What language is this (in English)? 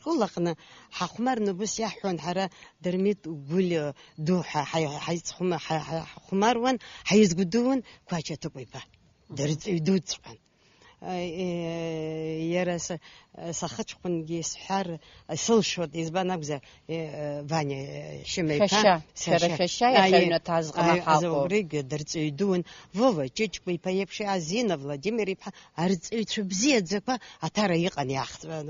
Abkhazian